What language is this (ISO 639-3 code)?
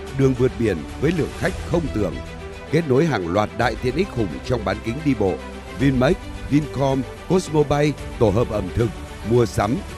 vie